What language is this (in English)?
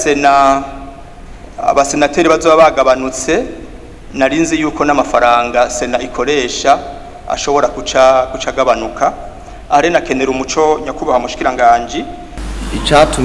Rundi